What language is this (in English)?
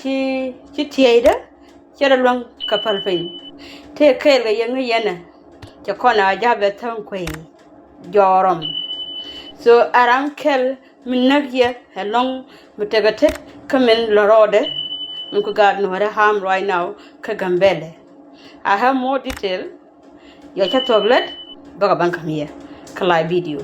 Nuer